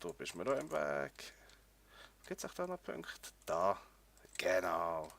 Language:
Swiss German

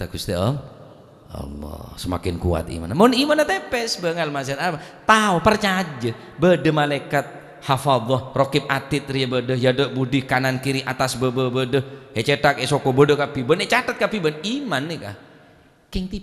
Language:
Madurese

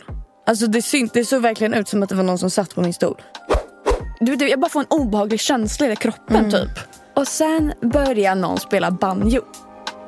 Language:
Swedish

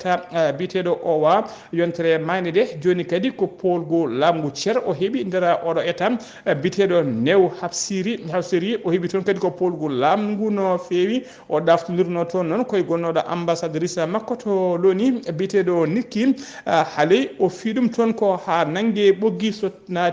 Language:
Fula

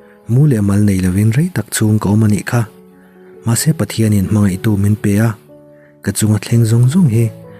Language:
Mizo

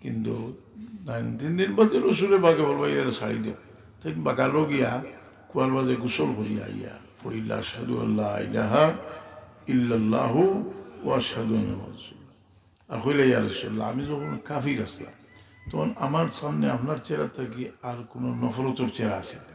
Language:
Sylheti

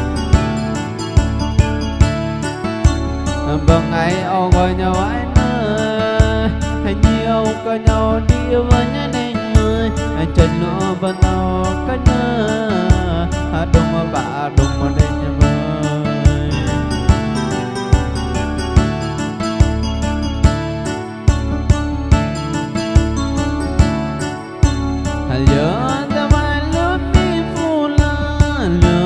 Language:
Vietnamese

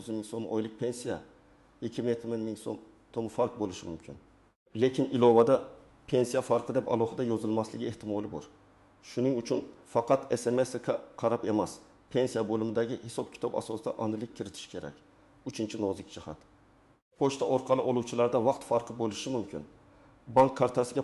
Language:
Uzbek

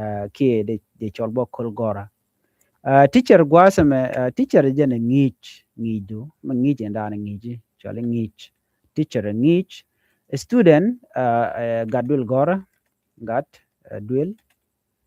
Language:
Nuer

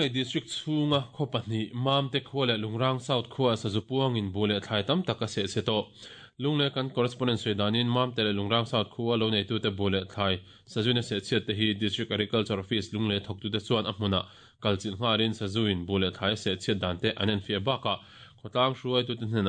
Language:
Mizo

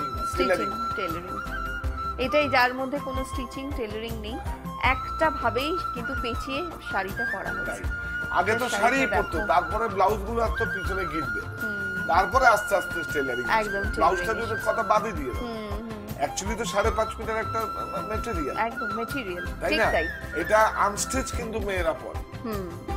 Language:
Bangla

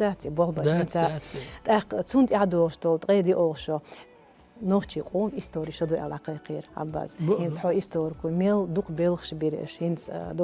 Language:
Chechen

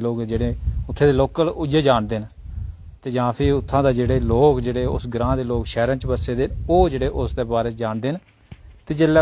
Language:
Dogri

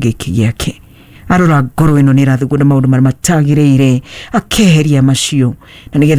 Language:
Kikuyu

